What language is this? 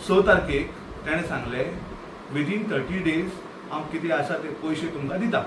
Konkani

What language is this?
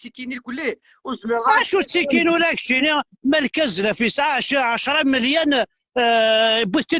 Kabyle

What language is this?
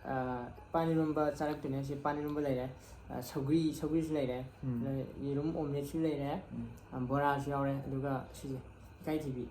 Manipuri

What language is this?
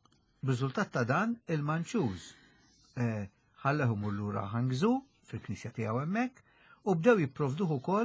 Maltese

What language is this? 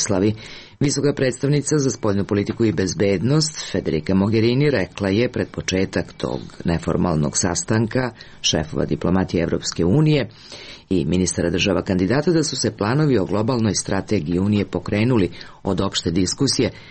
Serbian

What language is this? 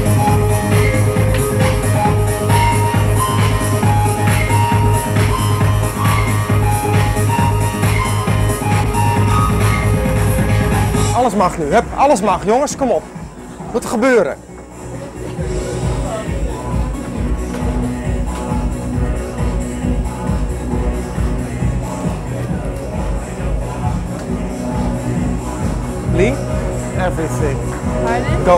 Dutch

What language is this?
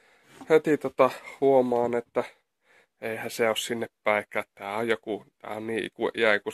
Finnish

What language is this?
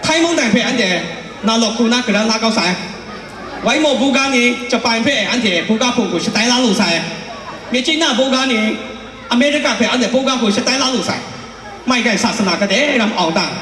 Kachin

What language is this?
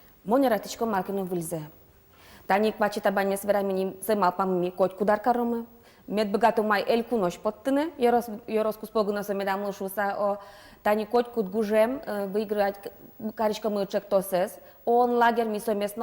Udmurt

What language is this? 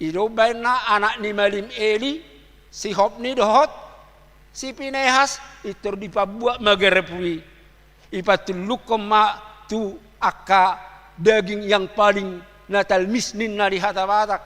Batak Toba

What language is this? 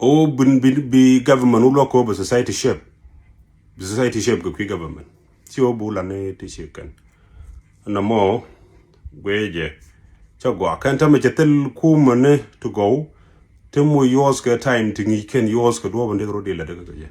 Nuer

